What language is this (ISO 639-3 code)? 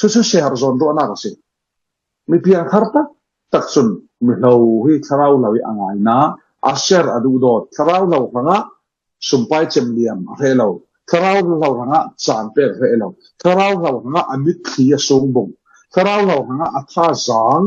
cfm